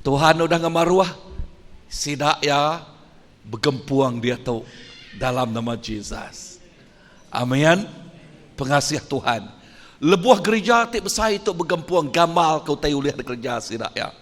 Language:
Iban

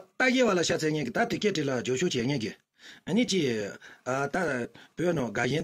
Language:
Tibetan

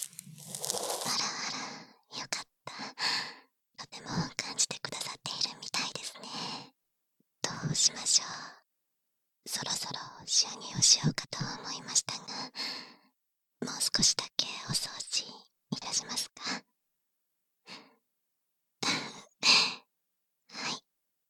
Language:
Japanese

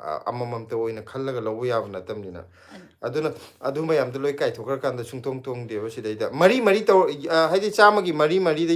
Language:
Manipuri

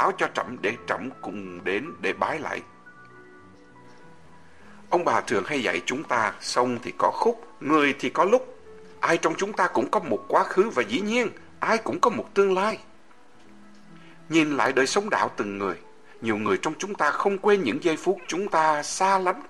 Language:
Vietnamese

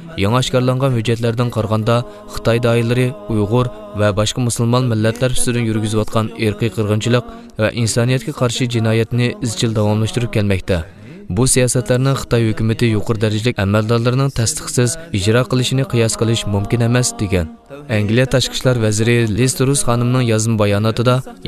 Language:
Uyghur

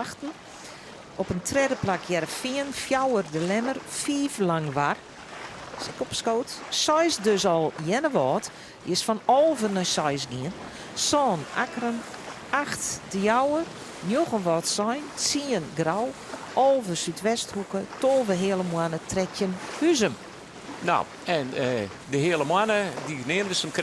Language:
Western Frisian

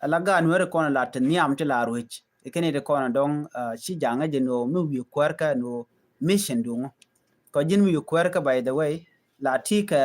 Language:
Nuer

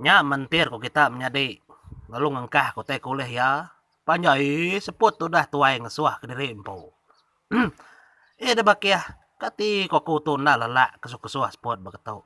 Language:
Iban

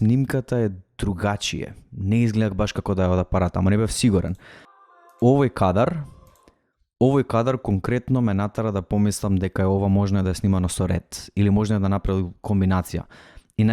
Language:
Macedonian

